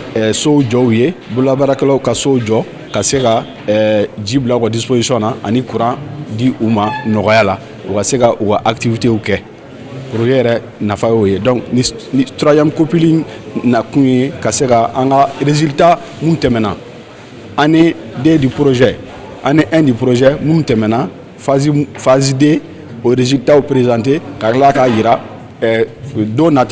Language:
Bambara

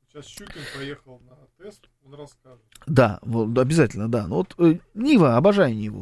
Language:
Russian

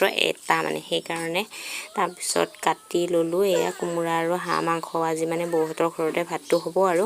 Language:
Assamese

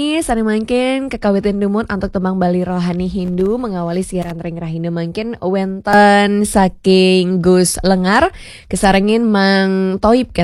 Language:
Balinese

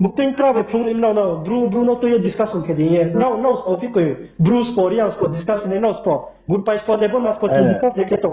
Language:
Riang (India)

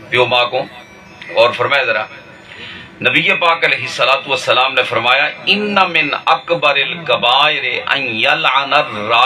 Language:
Saraiki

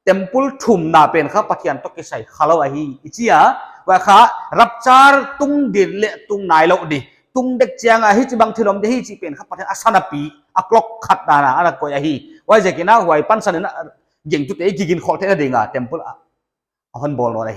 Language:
Paite Chin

